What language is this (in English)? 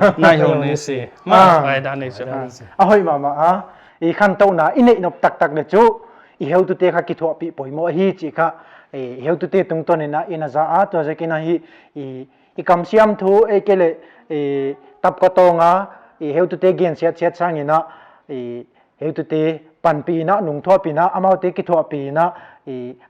Paite Chin